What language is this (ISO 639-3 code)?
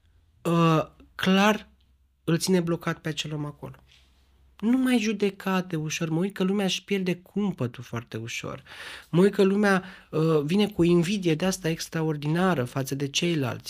ron